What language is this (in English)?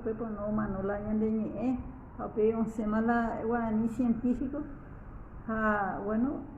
Guarani